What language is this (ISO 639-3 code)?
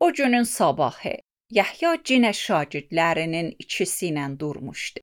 aze